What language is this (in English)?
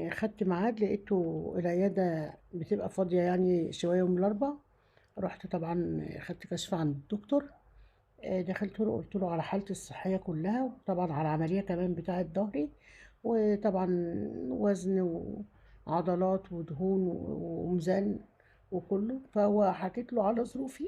Egyptian Arabic